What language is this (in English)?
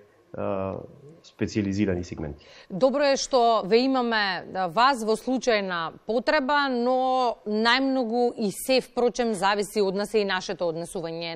Macedonian